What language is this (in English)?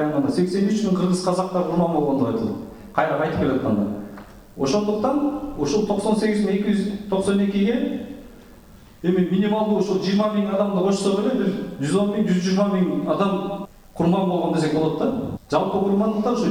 Kyrgyz